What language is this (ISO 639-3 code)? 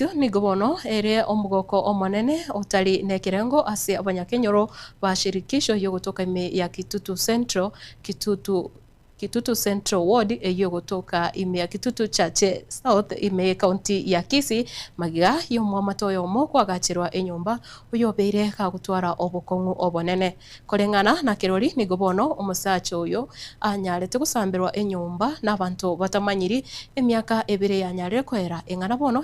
guz